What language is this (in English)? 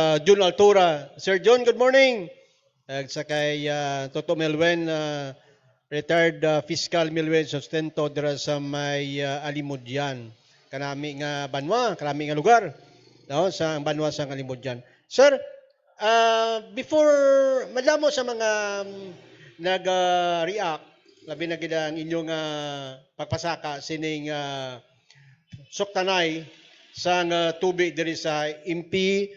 Hiligaynon